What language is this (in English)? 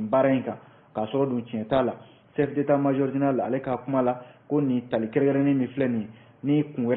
Bambara